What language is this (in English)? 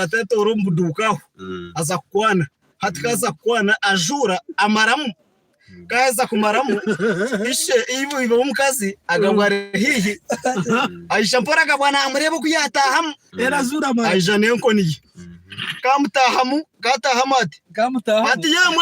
Nyankole